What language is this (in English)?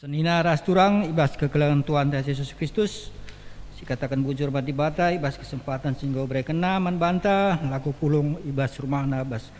Batak Karo